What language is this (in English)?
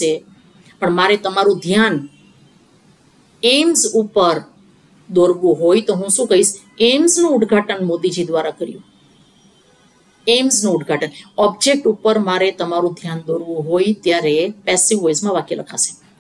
Gujarati